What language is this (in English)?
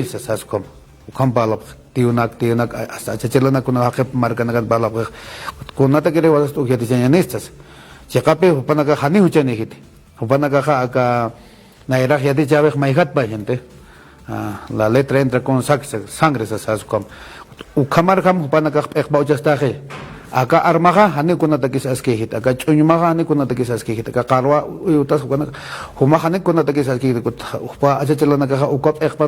Aymara